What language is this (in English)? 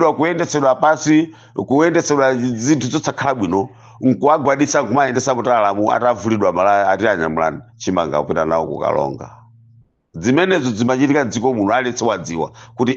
Nyanja